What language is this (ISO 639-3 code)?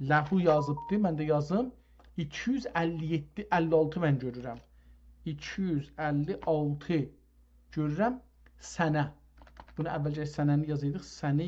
azb